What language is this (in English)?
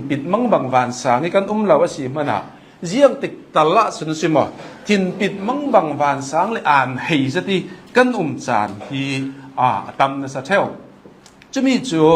Hakha Chin